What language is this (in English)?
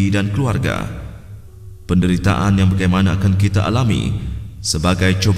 Malay